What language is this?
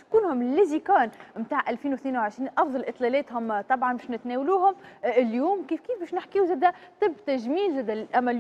Tunisian Arabic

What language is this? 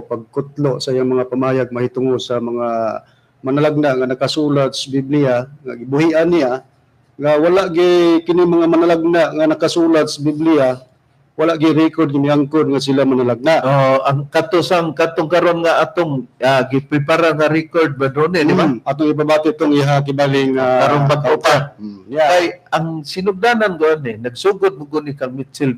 Cebuano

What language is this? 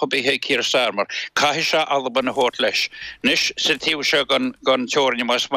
Irish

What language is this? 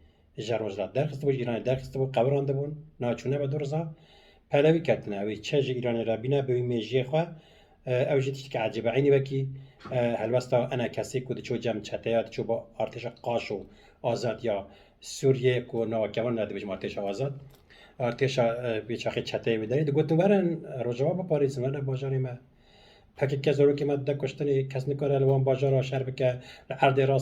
Kurdish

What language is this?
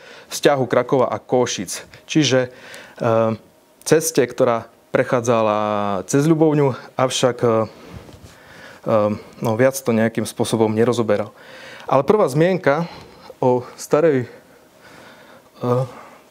Slovak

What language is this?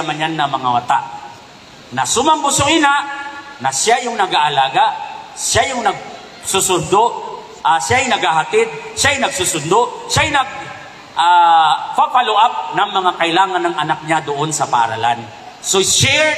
Maranao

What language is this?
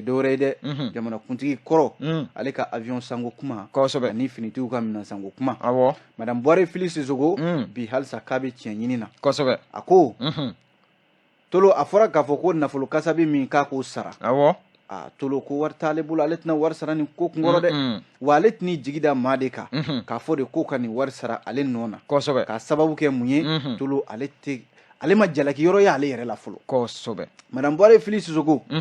Bambara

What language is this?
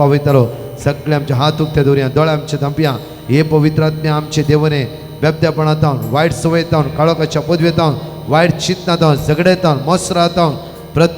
Konkani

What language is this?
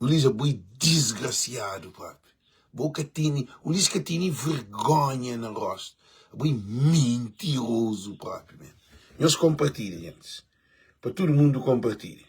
Kabuverdianu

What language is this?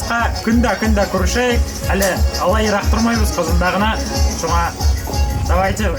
Tatar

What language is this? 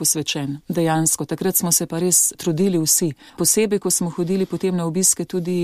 Slovenian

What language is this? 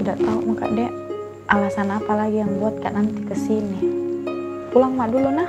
Makassar Malay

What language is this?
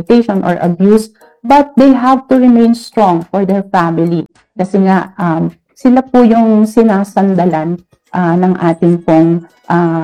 Filipino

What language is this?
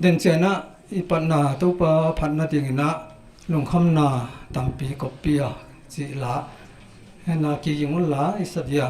Paite Chin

